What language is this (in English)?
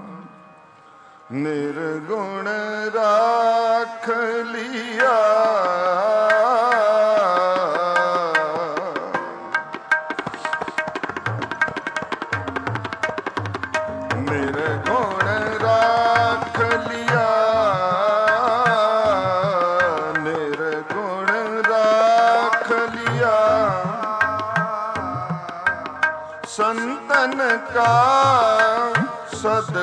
Punjabi